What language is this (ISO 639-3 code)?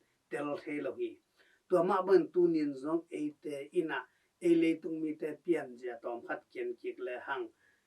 ctd